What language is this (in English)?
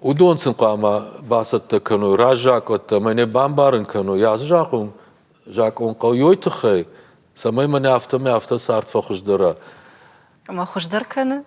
Ossetic